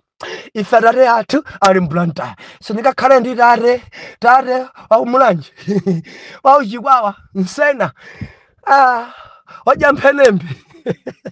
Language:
Nyanja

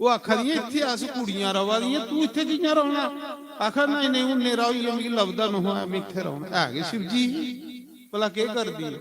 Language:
Dogri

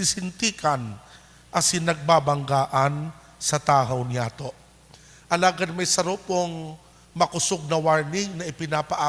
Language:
Bikol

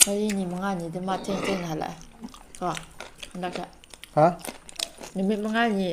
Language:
Manipuri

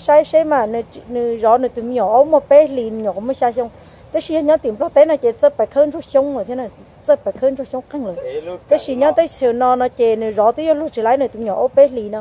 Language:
Hmong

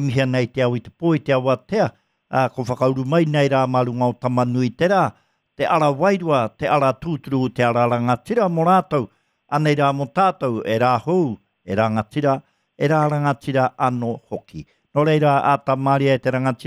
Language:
Māori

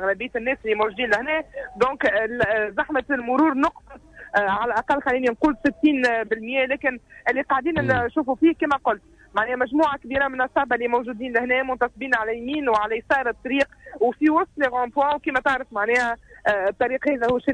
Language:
Tunisian Arabic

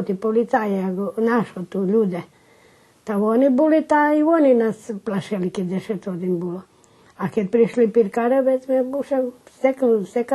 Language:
Rusyn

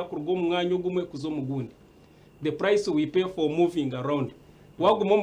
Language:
Nyankole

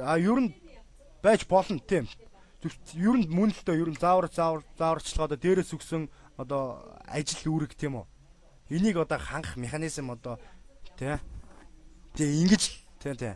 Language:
Mongolian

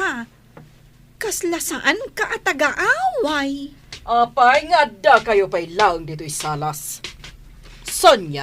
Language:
Iloko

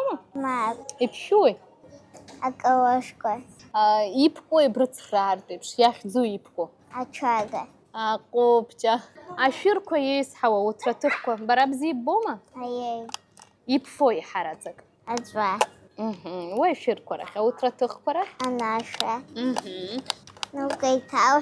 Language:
Abkhazian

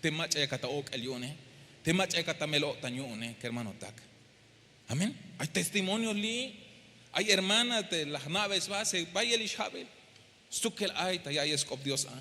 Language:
Tzeltal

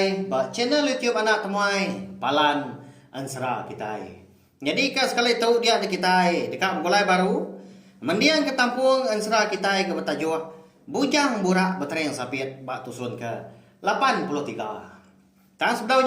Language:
Iban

